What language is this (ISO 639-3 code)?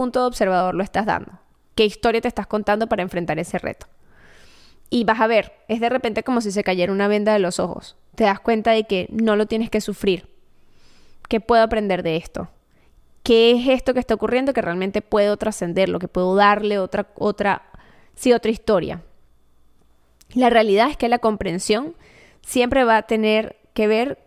spa